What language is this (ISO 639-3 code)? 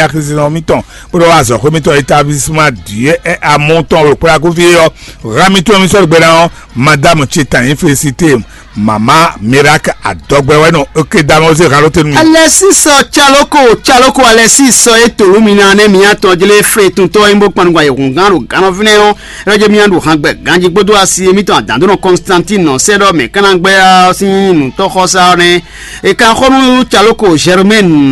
fon